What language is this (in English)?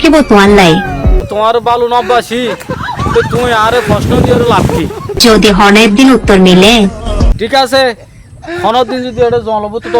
Rohingya